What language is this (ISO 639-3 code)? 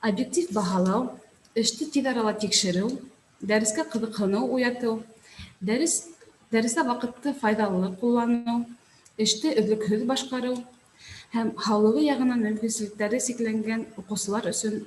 bak